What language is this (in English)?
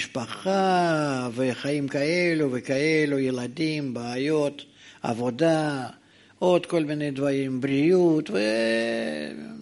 Hebrew